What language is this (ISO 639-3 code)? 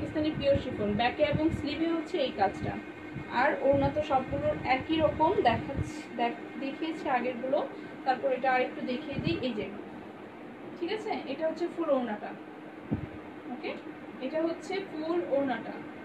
ben